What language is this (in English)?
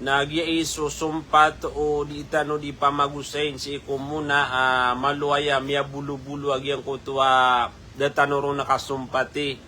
Maranao